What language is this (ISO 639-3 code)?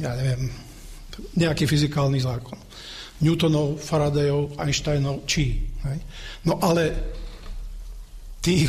slk